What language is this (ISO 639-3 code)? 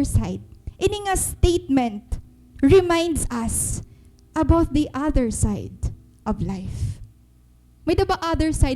war